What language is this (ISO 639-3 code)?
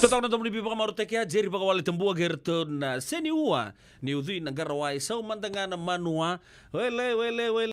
fij